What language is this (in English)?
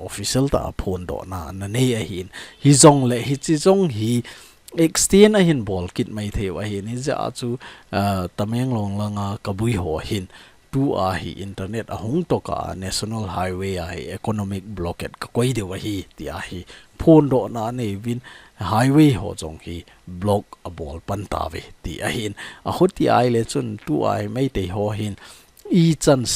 Thado Chin